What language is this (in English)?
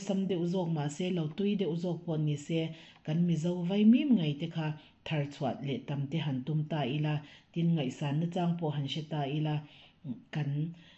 Mizo